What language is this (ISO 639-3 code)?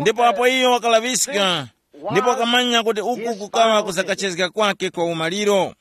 tum